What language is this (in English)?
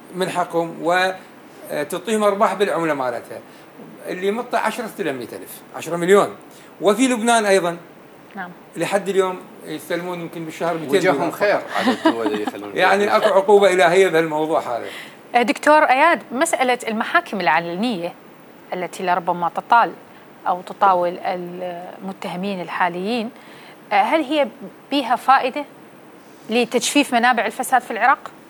North Levantine Arabic